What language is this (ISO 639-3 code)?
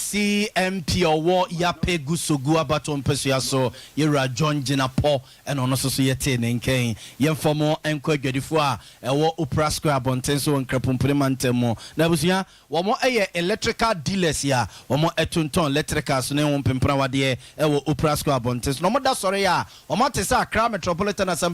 aka